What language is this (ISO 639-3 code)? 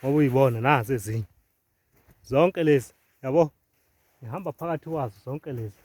zul